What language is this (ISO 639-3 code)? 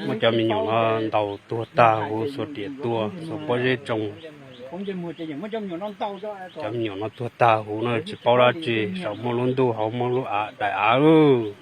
hmn